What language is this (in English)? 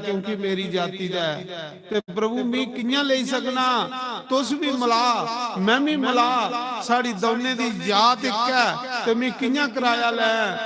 Dogri